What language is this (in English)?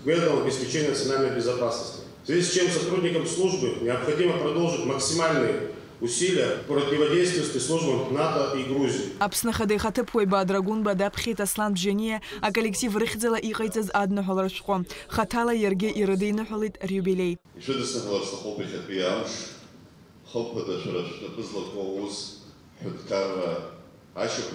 Abkhazian